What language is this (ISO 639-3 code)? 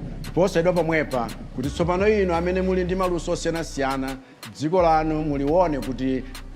nya